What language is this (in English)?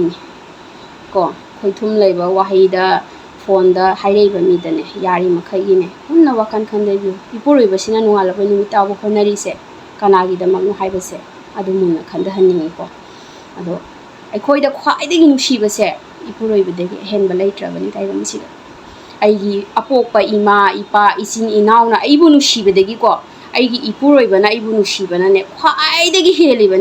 Manipuri